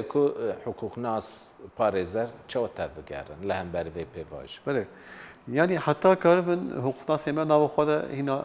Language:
Kurdish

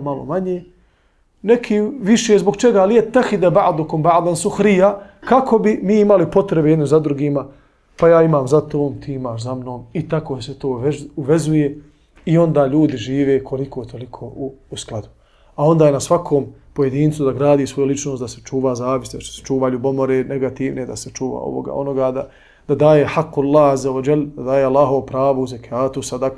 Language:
Bosnian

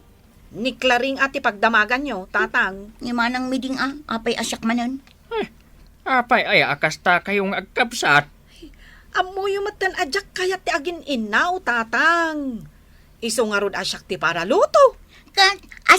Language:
Iloko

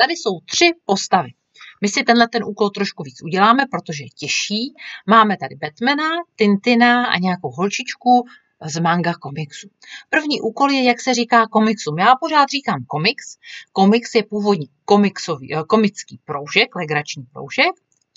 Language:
Czech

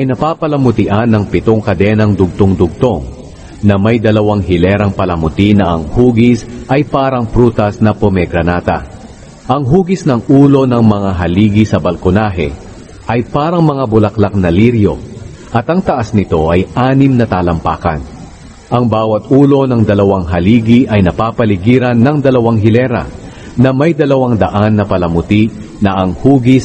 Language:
Filipino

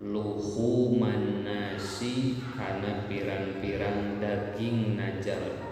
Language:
Sundanese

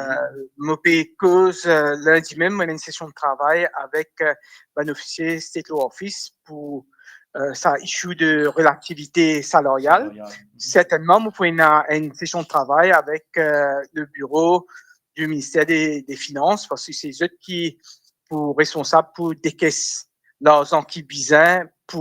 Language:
Morisyen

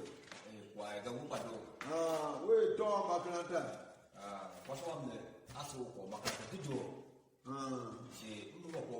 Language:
Tiv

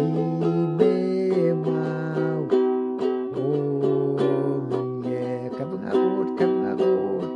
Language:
Pohnpeian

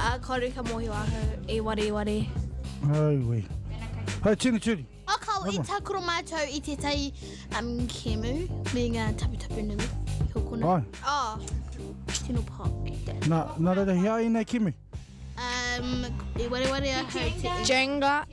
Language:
Māori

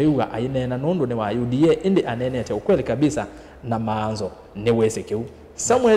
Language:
Kamba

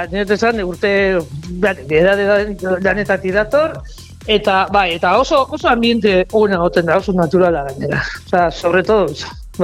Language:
Basque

